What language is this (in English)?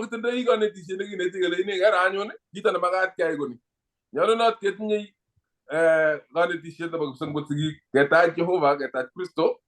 Kalenjin